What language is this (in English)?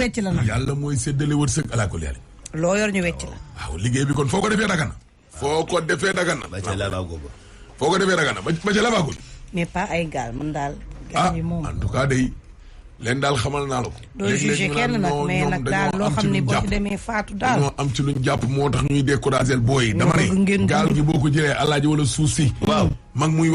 Wolof